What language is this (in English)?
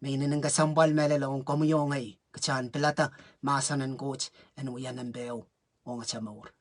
Pohnpeian